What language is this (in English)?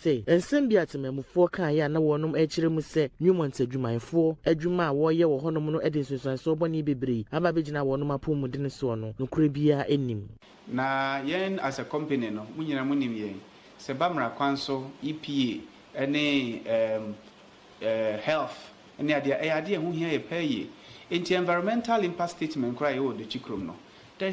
Akan